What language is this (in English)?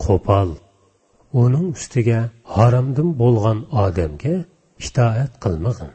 Uyghur